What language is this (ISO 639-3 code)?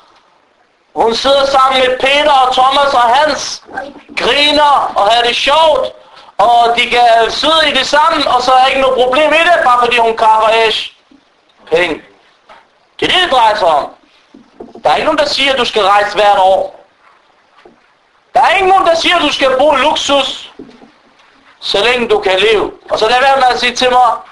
dan